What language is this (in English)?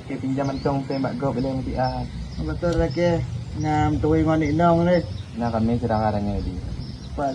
Achinese